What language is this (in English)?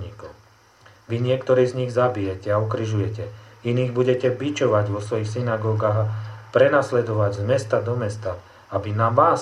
Slovak